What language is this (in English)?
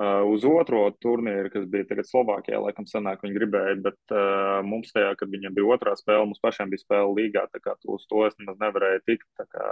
Latvian